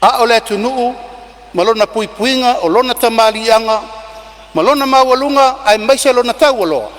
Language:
Samoan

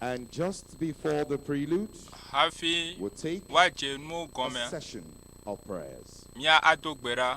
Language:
Ewe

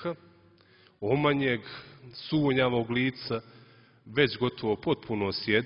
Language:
Serbian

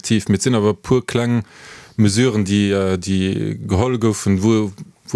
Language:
Luxembourgish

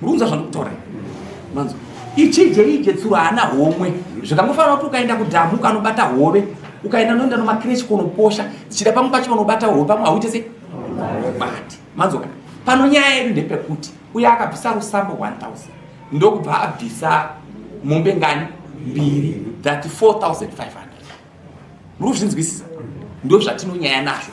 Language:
Shona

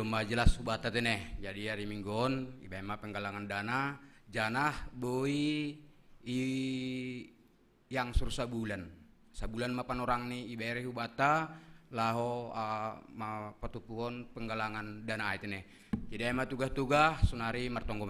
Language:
Batak Simalungun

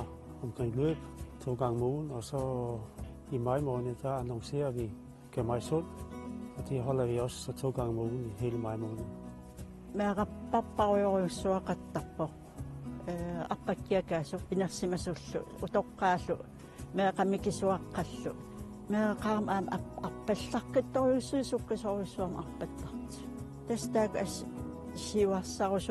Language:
Kalaallisut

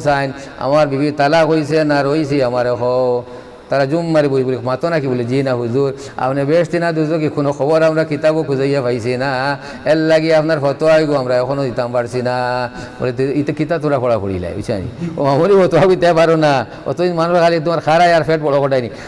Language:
Sylheti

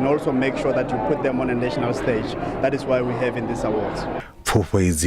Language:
Venda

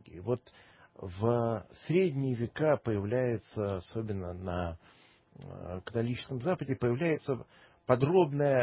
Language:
Russian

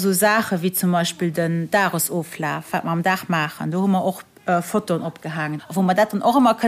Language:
Luxembourgish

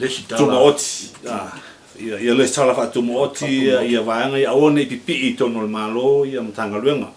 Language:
Samoan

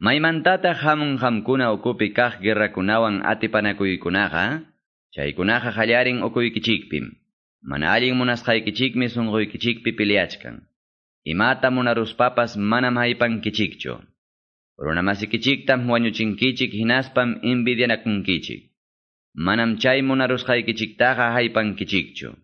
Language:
Quechua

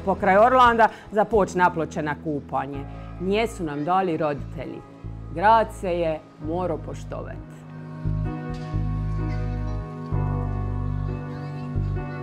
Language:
Croatian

